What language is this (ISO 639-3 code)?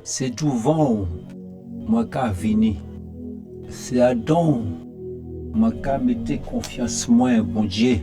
gcf